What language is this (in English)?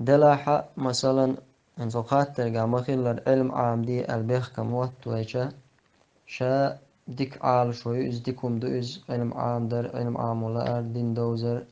Chechen